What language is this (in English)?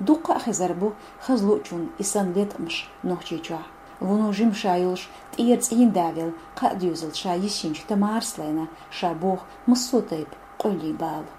Chechen